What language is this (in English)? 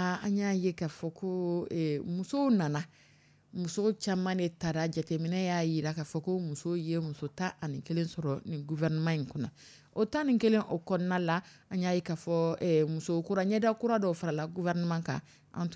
Dyula